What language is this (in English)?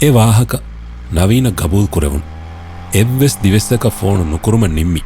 Divehi